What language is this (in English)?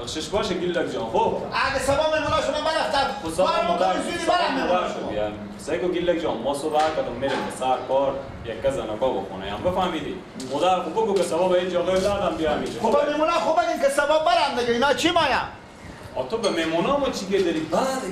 Persian